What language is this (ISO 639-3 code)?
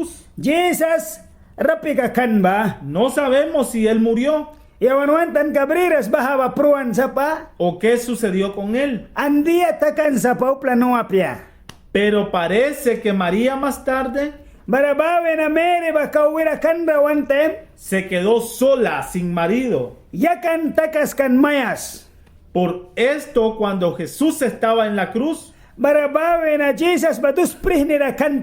miq